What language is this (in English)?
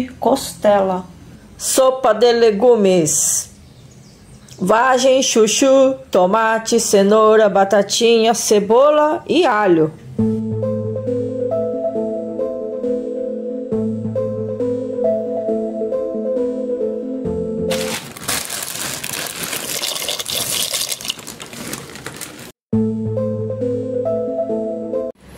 Portuguese